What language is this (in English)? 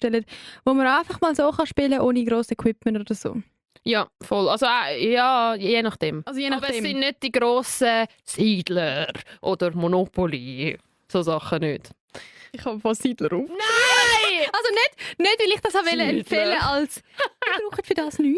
Swiss German